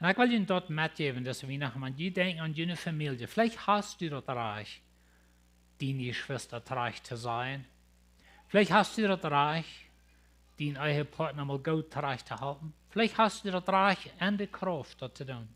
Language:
Plautdietsch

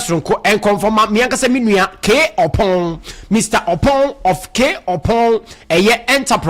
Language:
Akan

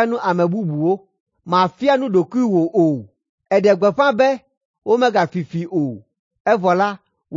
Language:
Ewe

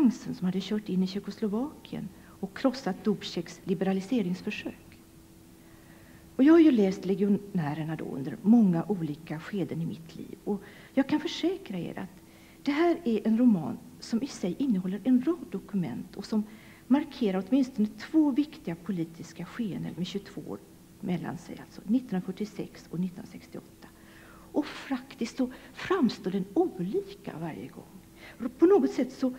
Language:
Swedish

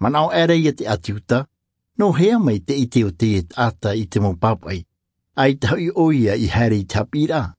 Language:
Tahitian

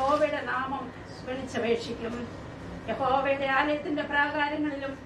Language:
Malayalam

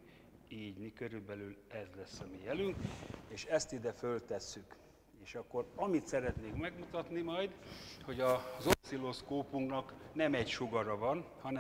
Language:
Hungarian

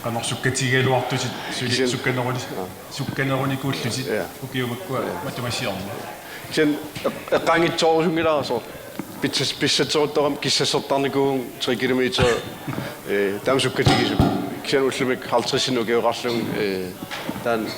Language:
Kalaallisut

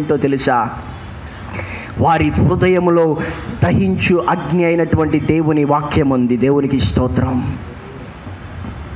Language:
Telugu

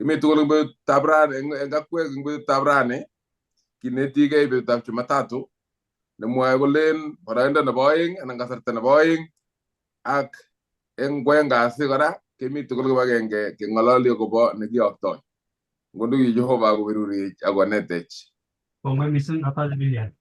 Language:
Kalenjin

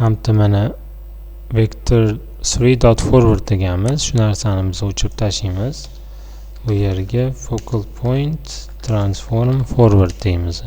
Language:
Uzbek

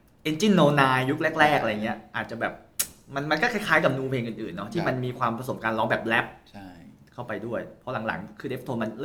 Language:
Thai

